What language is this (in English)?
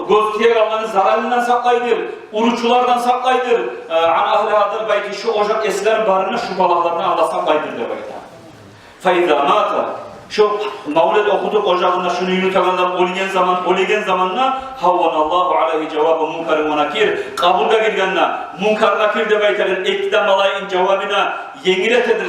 Kumyk